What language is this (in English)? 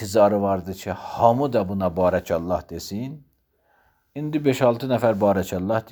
Azerbaijani